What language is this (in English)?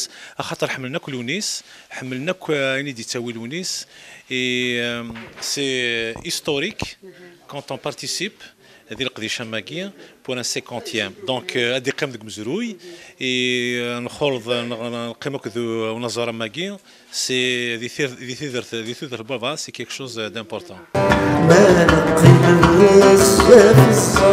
Kabyle